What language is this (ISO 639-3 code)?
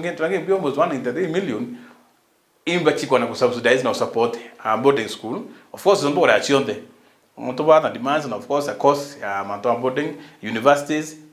mer